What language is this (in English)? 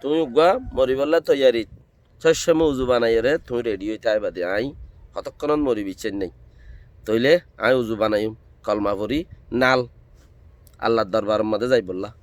Rohingya